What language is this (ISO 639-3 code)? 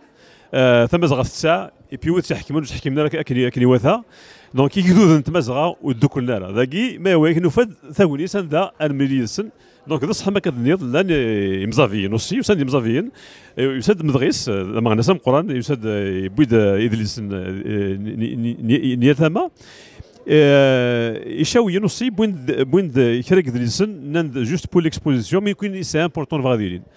kab